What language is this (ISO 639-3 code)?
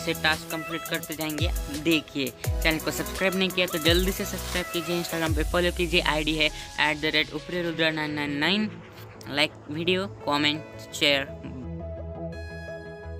hin